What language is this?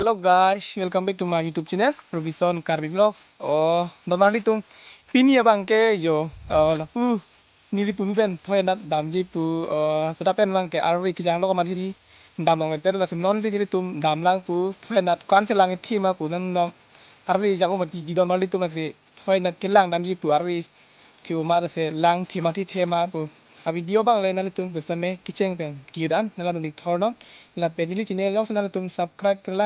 Karbi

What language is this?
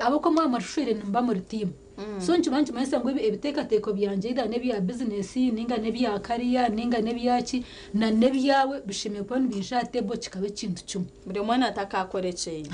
Nyankole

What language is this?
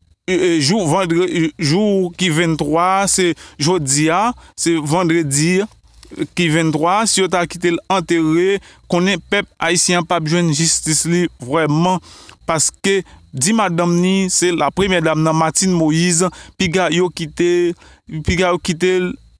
Haitian Creole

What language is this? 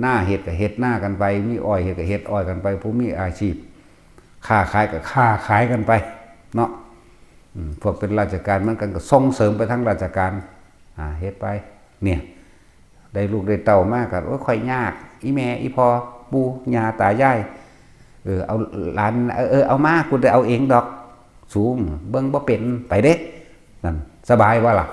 Northeastern Thai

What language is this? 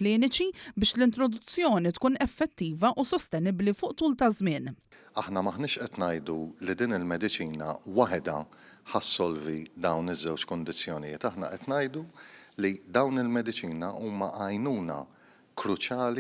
Maltese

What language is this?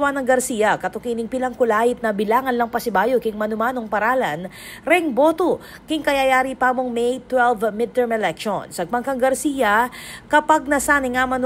Pampanga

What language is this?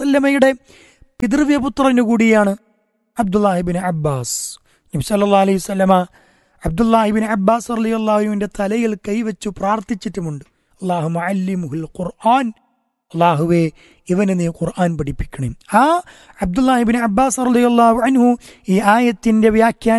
Malayalam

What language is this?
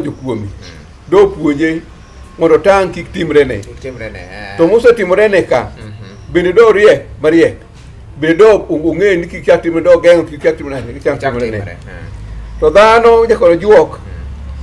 Luo (Kenya and Tanzania)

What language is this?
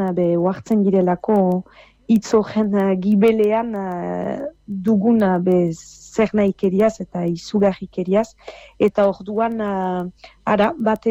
Basque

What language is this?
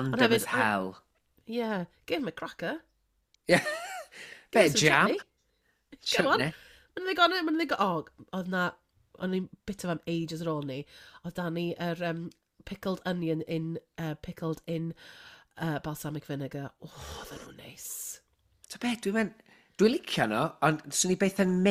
Welsh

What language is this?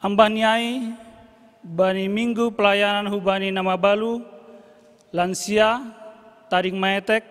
Batak Simalungun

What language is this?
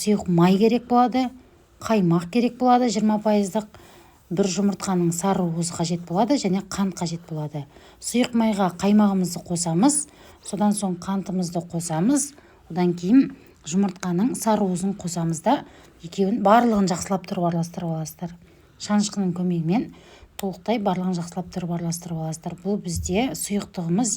Kazakh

